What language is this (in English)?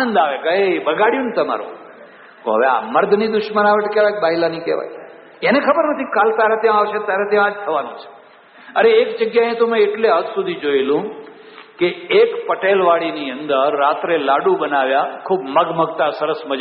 Gujarati